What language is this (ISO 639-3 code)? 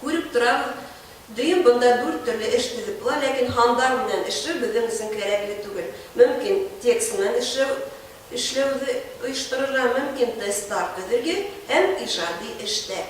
bak